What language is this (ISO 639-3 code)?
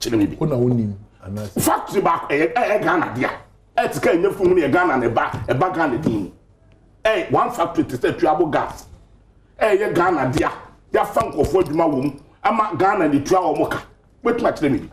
aka